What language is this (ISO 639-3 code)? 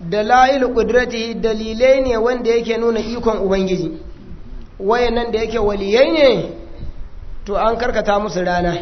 hau